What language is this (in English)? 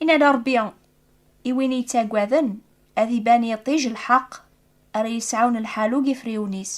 Kabyle